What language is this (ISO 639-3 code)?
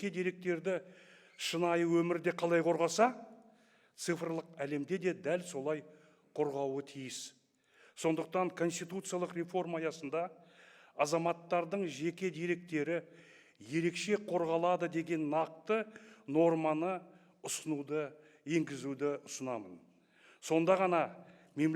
kaz